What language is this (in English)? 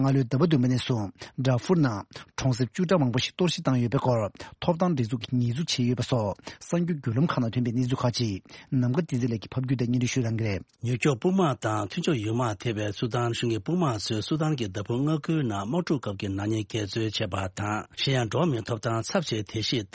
Tibetan